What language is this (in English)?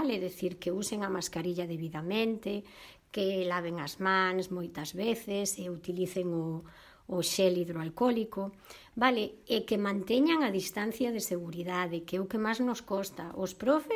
Galician